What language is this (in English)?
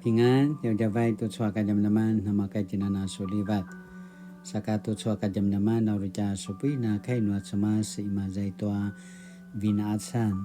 Paiwan